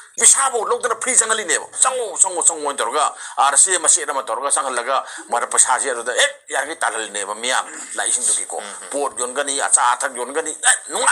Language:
Manipuri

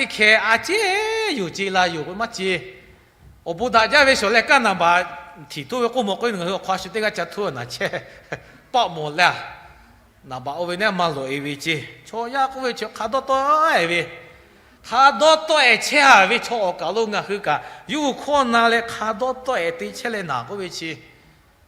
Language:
Lahu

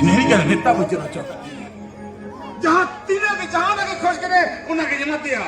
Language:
Santali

